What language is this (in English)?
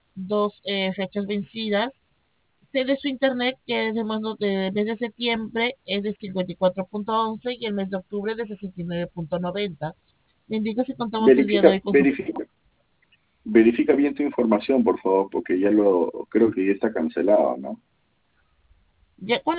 Spanish